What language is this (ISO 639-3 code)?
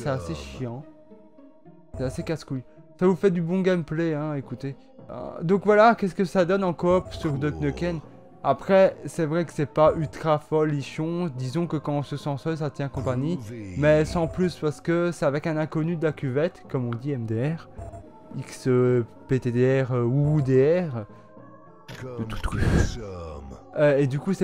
fra